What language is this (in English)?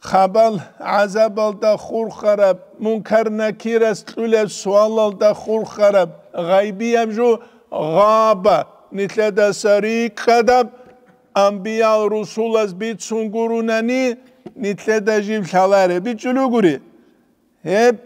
Avaric